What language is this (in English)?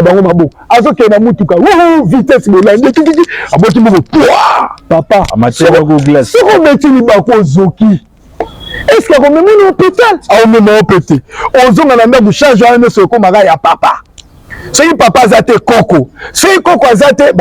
Lingala